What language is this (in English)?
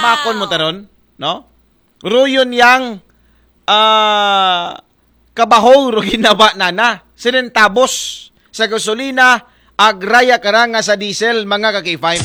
Aklanon